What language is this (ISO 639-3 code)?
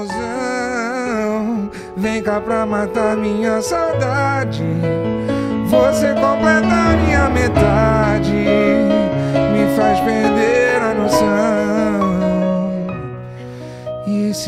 por